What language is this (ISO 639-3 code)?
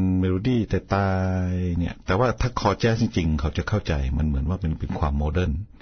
tha